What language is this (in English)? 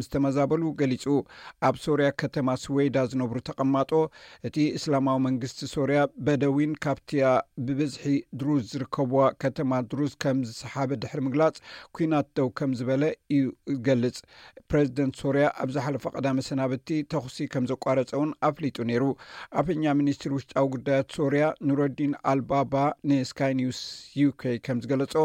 Tigrinya